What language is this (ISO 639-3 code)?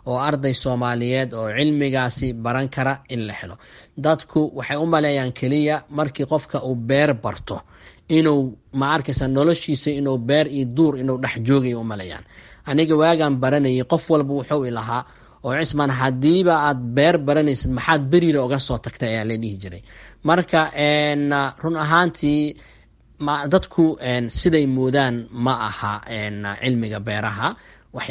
som